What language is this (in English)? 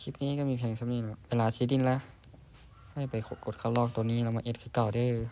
Lao